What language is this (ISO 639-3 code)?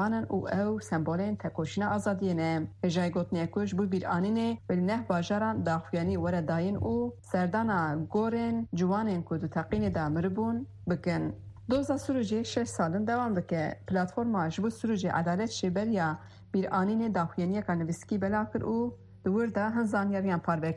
kur